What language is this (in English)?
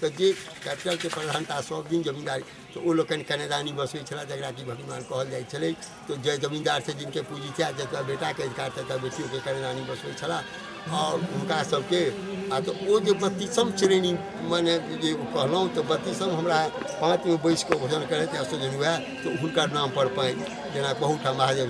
Maithili